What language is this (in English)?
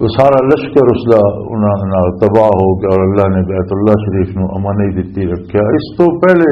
Western Panjabi